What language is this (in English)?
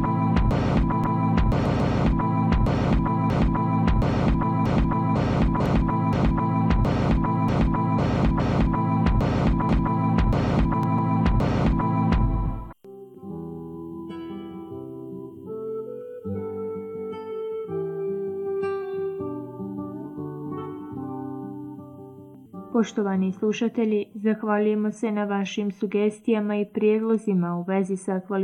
Bosnian